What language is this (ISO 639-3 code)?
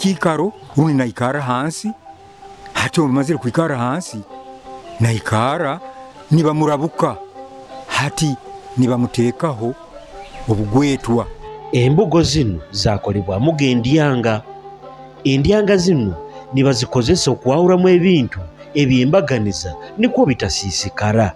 nyo